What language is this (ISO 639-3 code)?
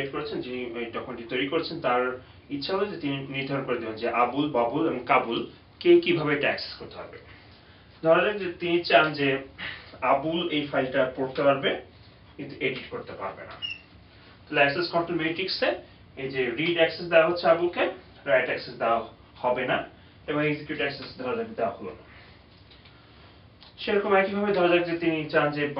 ben